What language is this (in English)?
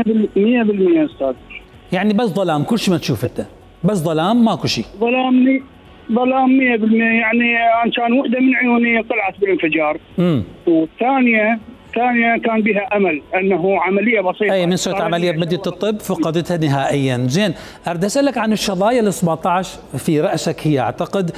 Mesopotamian Arabic